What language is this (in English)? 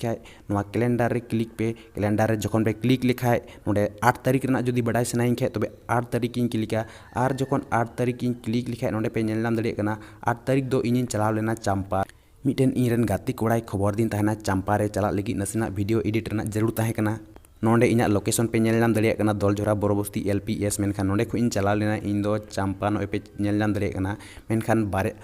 Santali